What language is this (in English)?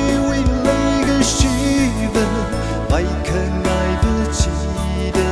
Tangkhul Naga (India)